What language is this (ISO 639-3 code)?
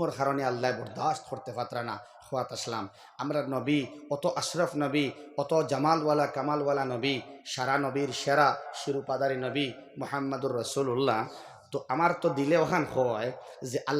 syl